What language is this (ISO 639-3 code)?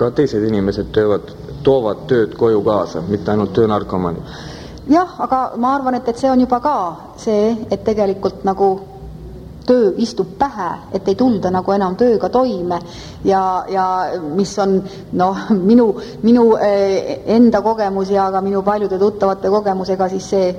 est